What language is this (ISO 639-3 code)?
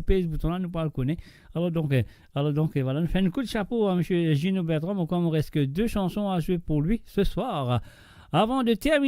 mfe